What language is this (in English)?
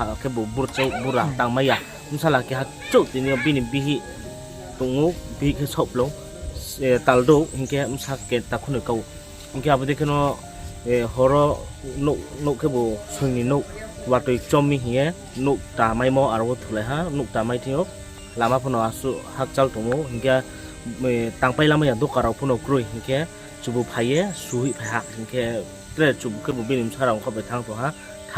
Riang (India)